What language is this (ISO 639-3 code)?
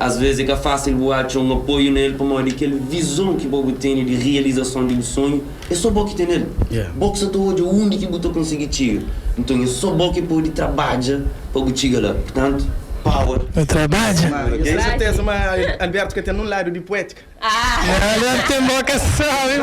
kea